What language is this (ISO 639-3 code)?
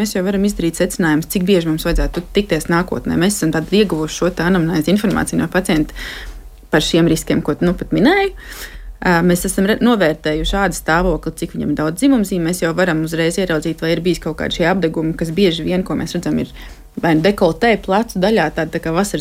lav